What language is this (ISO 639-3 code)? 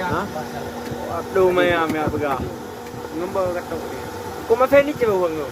ace